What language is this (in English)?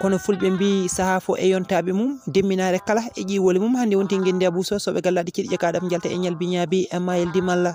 Fula